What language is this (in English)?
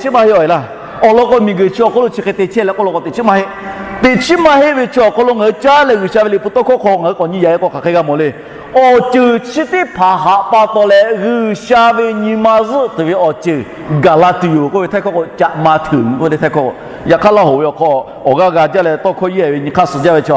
Lahu